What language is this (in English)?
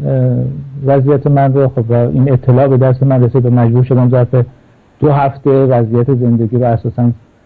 Persian